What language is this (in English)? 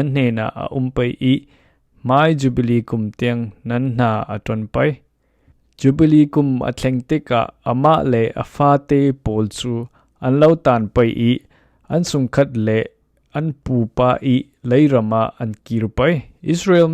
Falam Chin